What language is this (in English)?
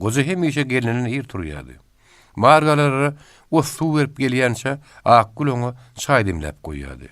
Turkmen